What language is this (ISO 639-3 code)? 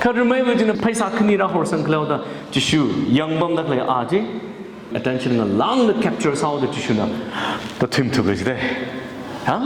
nmf